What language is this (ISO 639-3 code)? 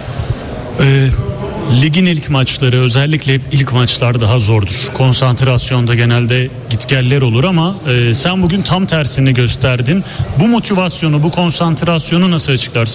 tur